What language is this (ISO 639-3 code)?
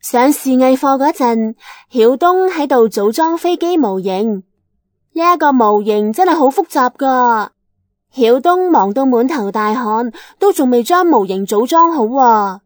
yue